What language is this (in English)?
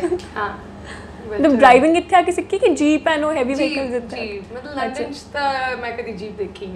Punjabi